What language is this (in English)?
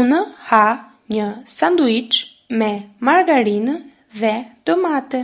Albanian